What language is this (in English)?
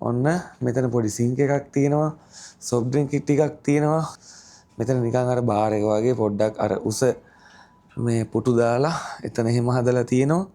Sinhala